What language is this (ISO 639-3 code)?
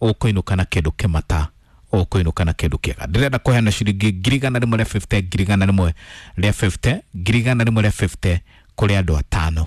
kik